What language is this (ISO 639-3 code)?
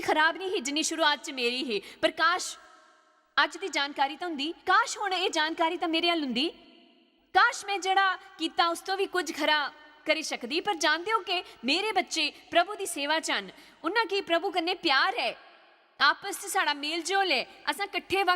doi